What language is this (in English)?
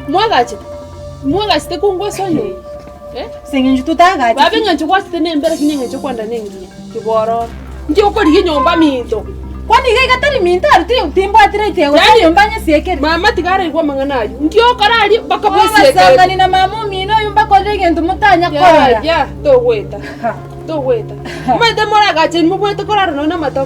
Gusii